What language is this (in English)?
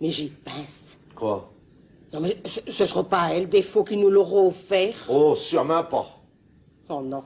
Picard